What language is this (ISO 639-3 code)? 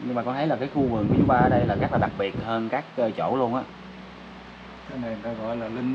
vie